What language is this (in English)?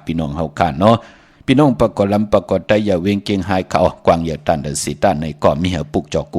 Shan